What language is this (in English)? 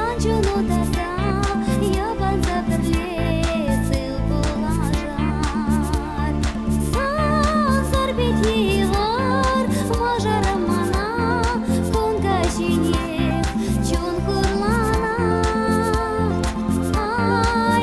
Chuvash